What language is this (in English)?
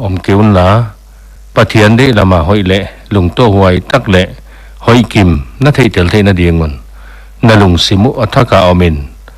Paite Chin